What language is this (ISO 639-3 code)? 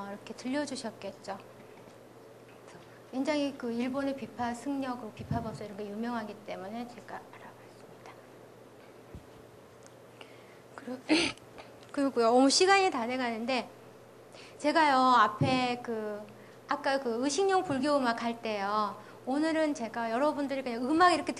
kor